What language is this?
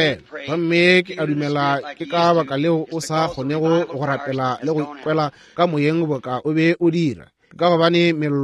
Northern Sotho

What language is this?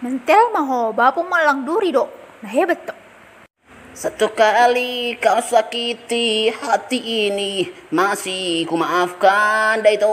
Batak Toba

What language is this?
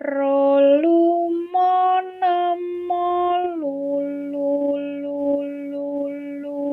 Javanese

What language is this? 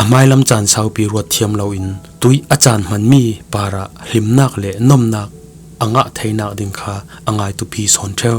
Falam Chin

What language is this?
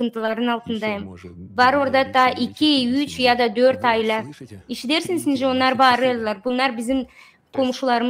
Gagauz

